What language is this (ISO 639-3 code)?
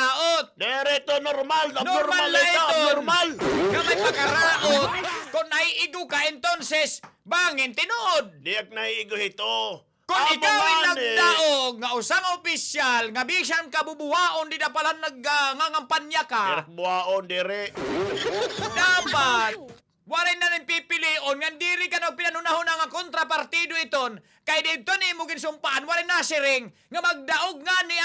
war